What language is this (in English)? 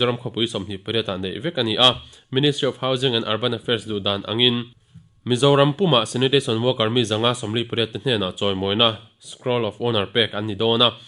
Mizo